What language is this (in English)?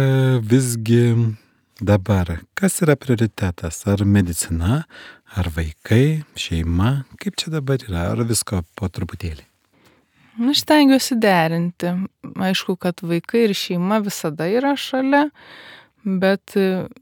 Lithuanian